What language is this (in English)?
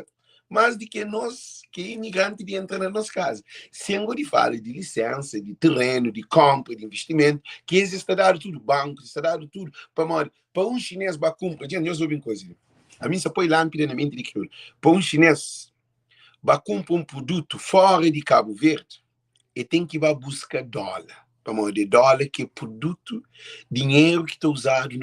Kabuverdianu